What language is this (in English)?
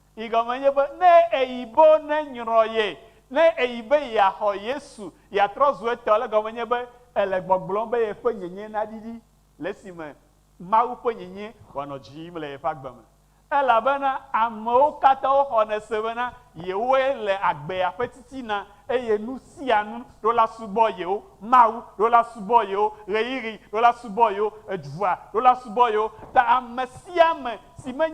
Ewe